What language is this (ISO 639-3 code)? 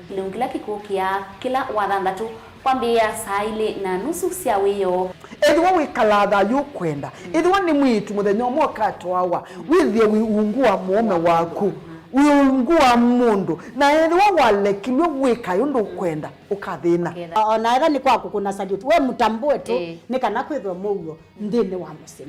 kam